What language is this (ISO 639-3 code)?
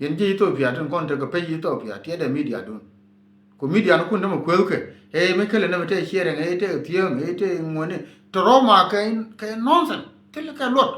nus